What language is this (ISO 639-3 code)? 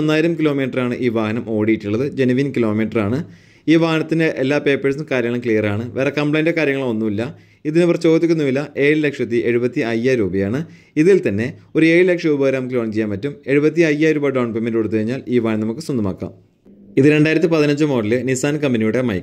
mal